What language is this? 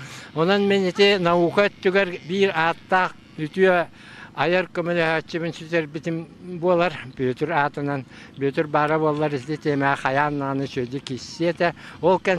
Yakut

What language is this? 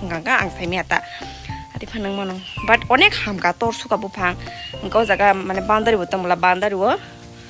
Kok Borok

